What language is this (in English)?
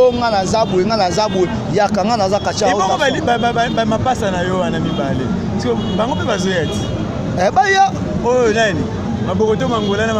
Lingala